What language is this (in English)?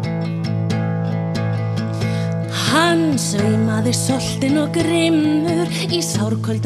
Icelandic